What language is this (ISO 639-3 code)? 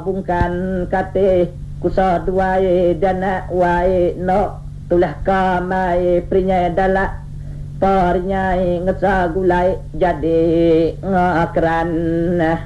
iba